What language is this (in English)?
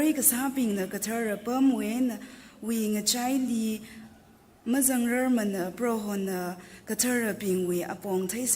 Tangkhul Naga (India)